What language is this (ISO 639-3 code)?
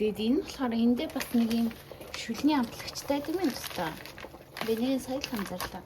mon